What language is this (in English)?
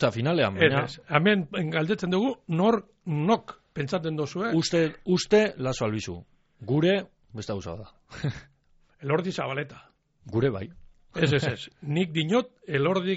Basque